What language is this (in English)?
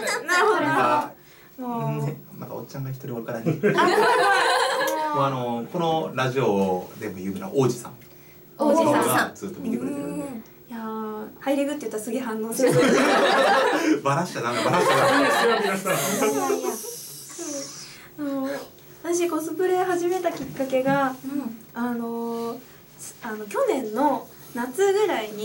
Japanese